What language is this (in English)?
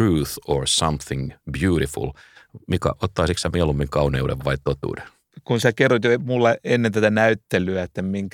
Finnish